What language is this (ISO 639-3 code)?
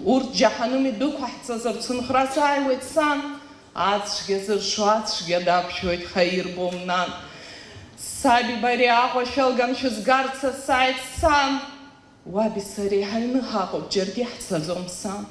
abk